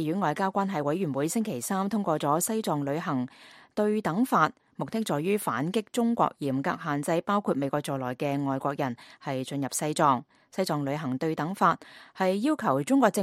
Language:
Cantonese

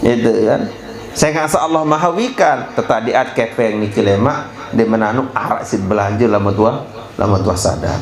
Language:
Sasak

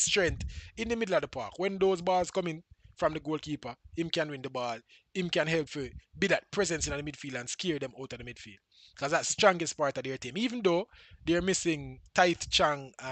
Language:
Jamaican Creole English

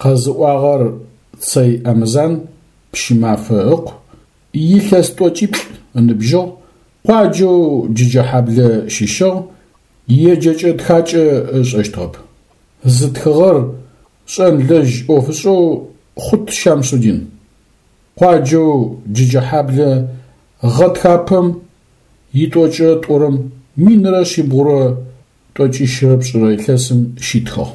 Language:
Adyghe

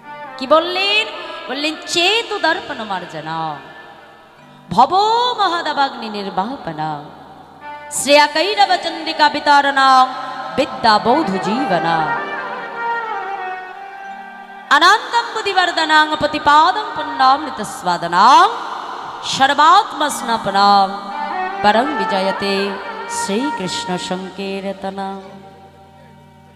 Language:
Bangla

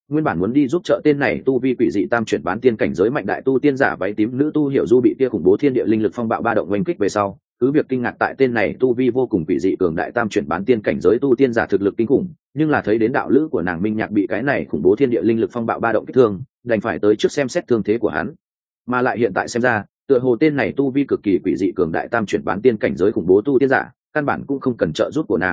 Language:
Vietnamese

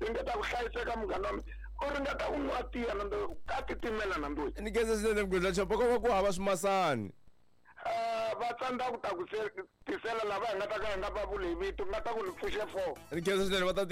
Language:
Tsonga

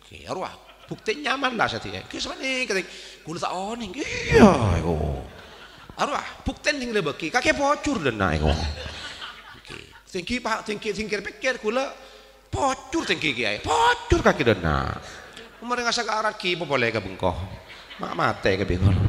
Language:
Madurese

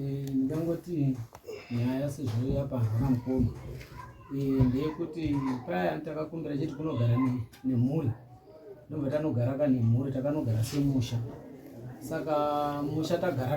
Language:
Shona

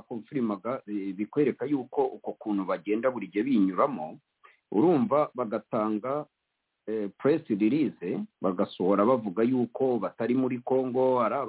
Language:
Kinyarwanda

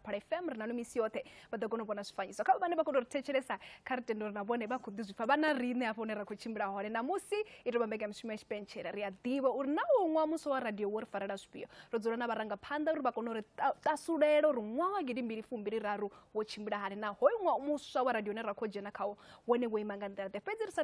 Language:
Venda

